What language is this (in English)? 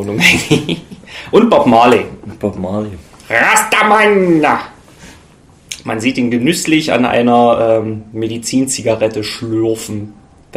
German